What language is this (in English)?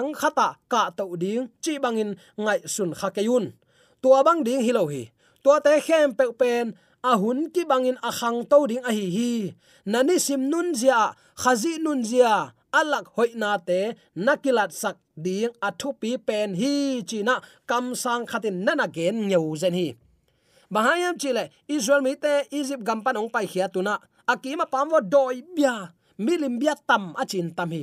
Tedim Chin